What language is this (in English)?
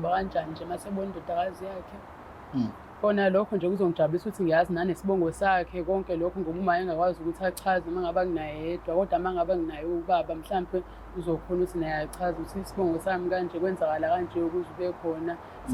Zulu